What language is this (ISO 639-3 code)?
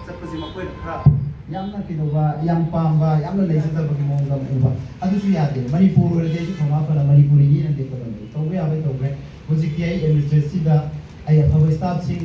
mni